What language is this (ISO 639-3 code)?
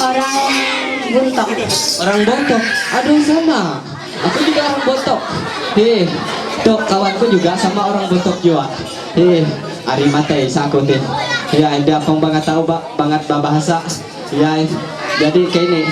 mhy